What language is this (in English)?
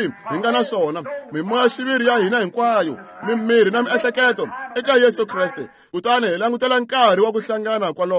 Tsonga